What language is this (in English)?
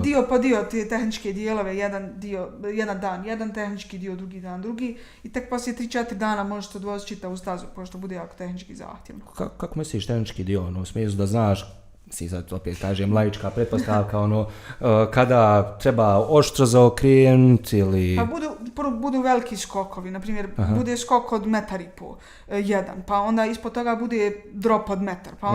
Bosnian